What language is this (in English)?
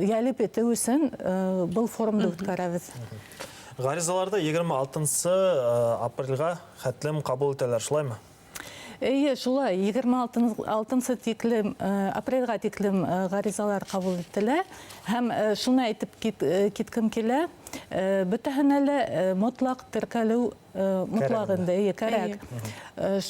Bashkir